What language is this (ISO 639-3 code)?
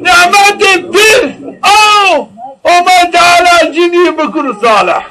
zza